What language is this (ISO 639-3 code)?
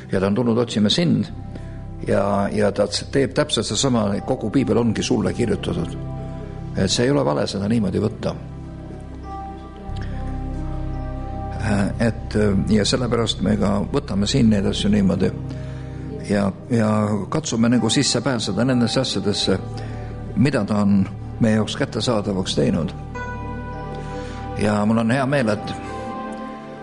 est